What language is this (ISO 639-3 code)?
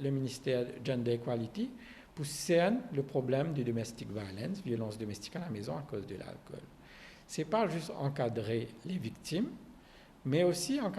mfe